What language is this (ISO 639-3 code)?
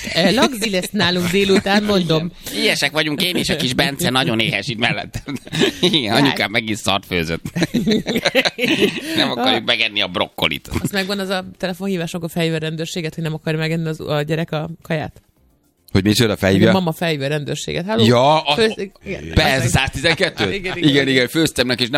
hun